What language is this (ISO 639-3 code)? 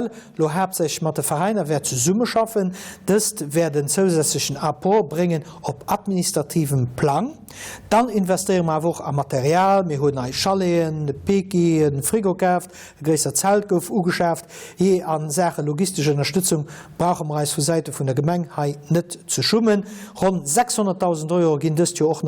ltz